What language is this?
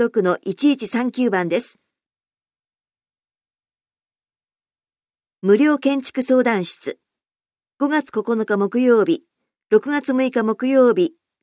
Japanese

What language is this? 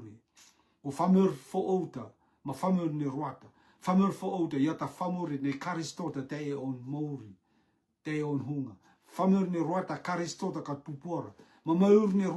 Rotuman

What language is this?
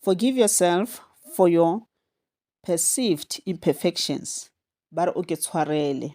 Northern Sotho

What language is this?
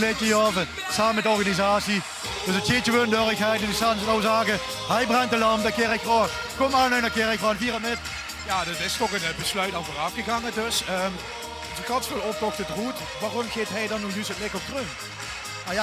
Limburgish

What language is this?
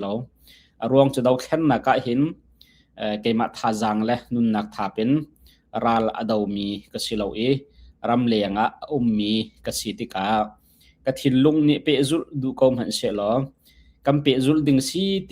Hakha Chin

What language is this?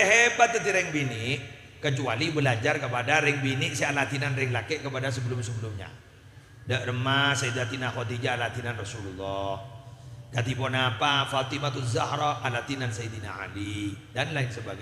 Madurese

